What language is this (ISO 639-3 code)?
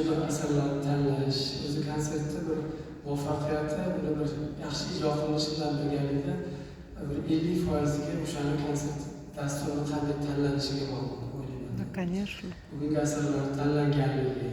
uzb